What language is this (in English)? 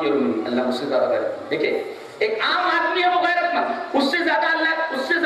Urdu